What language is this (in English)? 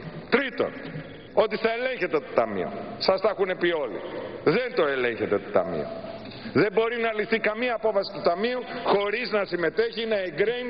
Greek